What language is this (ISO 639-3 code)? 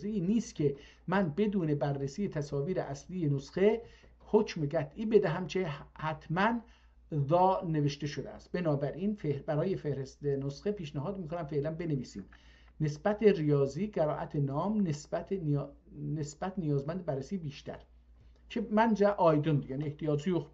azb